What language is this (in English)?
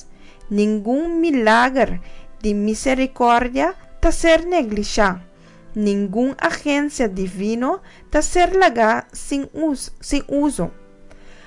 Papiamento